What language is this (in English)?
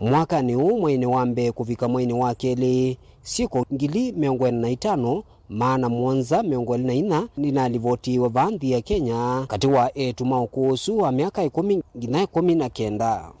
Kamba